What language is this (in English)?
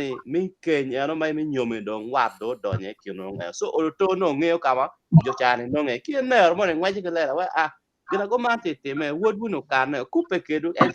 Acoli